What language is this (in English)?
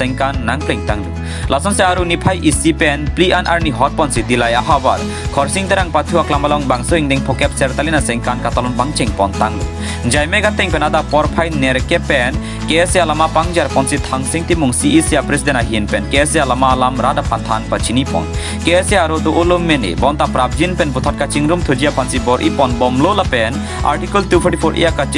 Karbi